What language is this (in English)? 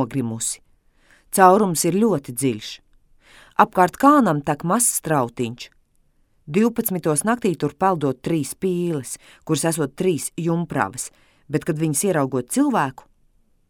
Latvian